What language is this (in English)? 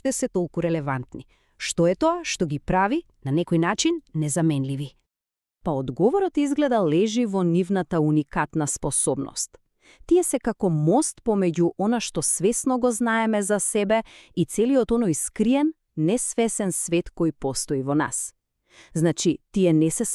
Macedonian